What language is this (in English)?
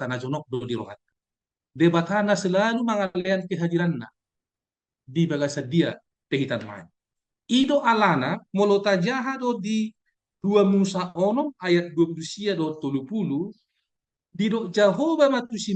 Batak Toba